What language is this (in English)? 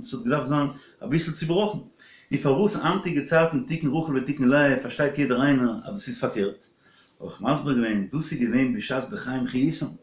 Yiddish